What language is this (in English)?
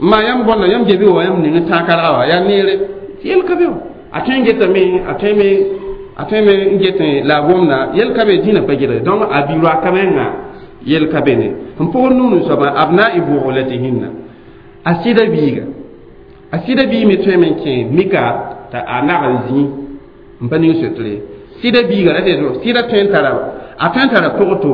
Mossi